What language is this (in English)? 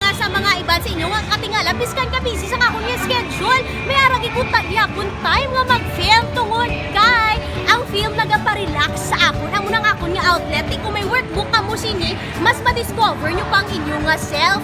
Hiligaynon